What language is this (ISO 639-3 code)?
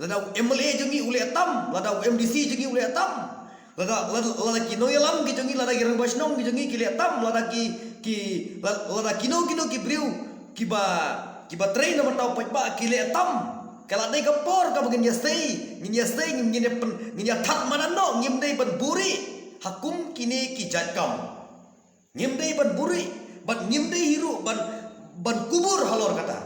kha